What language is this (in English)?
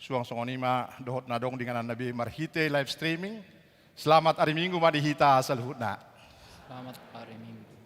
Batak Toba